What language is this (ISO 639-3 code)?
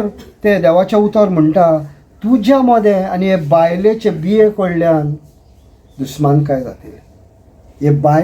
kok